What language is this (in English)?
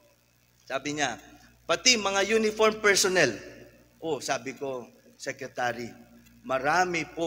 Filipino